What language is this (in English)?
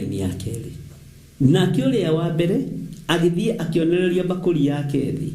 Kikuyu